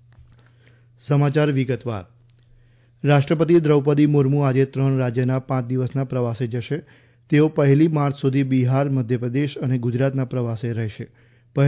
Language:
Gujarati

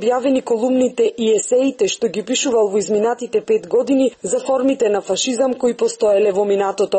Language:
Macedonian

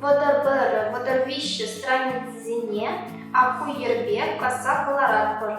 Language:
Chuvash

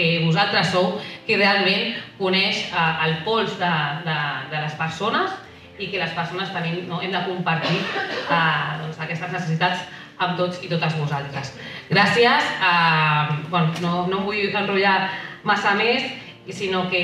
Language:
Catalan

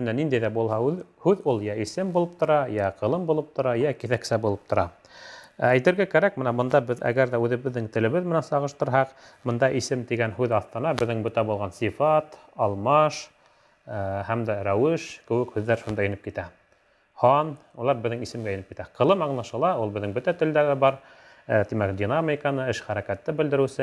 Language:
Bashkir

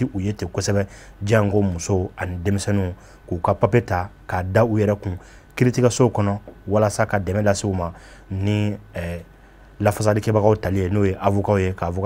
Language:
Bambara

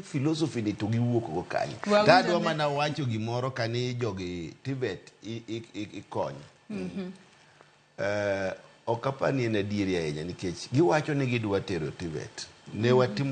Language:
Luo (Kenya and Tanzania)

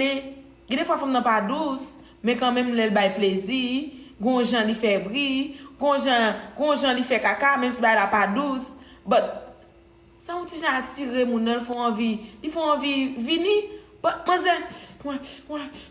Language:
Haitian Creole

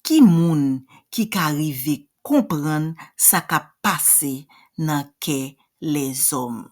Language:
Haitian Creole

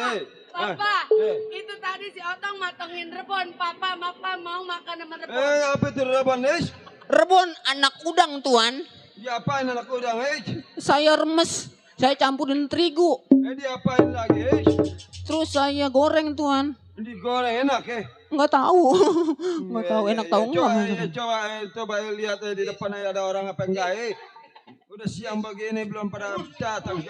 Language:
Betawi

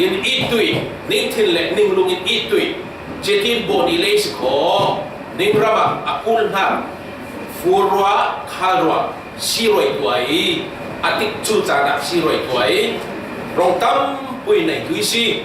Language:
Falam Chin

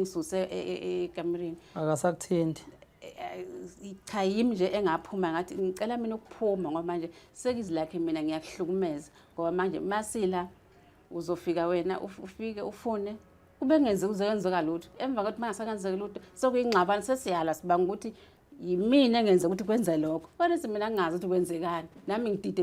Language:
Zulu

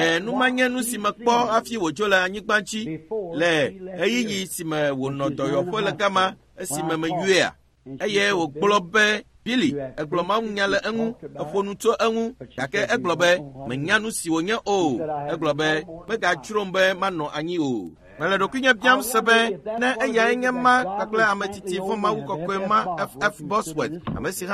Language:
Ewe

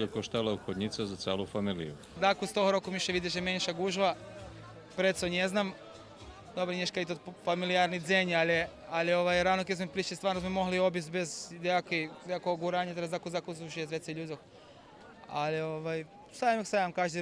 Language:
Rusyn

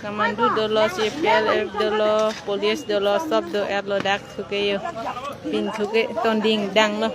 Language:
Karbi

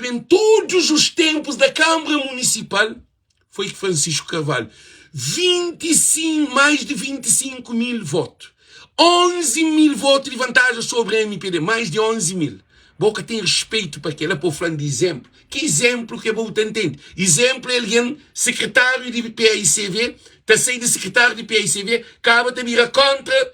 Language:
Kabuverdianu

